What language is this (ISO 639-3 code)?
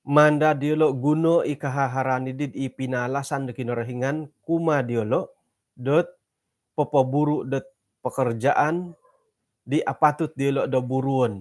dtp